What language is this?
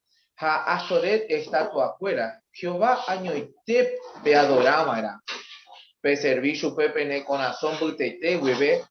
Guarani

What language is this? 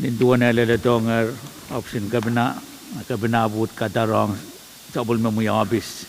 Pohnpeian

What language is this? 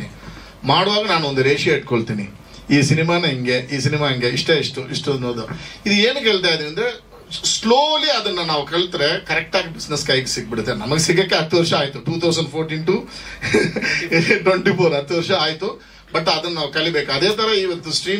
Kannada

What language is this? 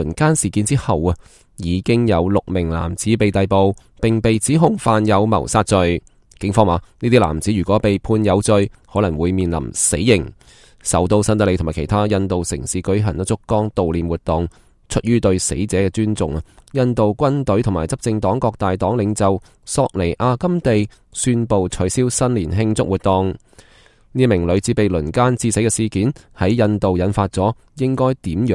Cantonese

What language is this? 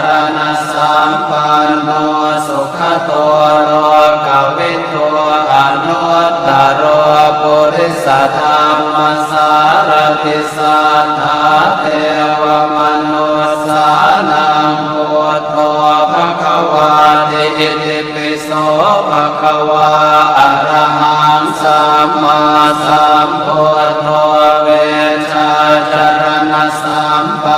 Pali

